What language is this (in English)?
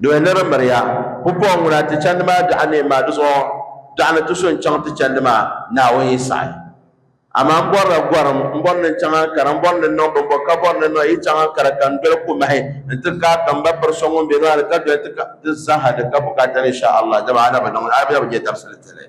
Dagbani